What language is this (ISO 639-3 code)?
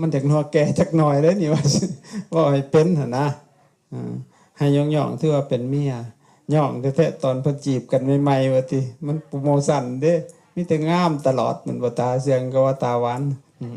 lao